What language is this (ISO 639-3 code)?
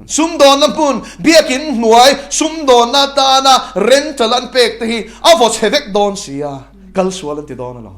lus